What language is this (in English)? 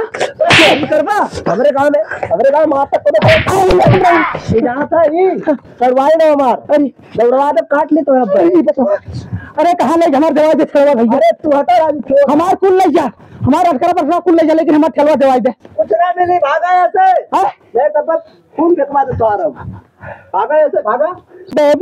Awadhi